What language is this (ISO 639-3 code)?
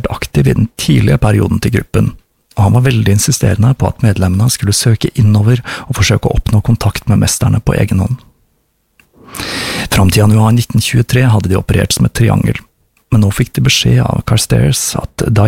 nor